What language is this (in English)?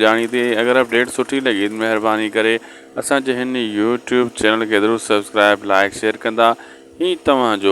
Sindhi